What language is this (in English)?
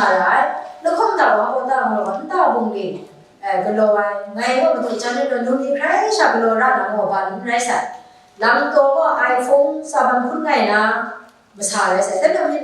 Kachin